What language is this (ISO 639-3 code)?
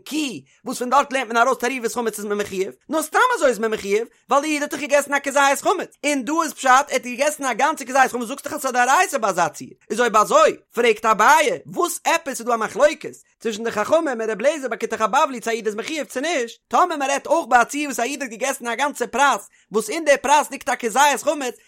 yid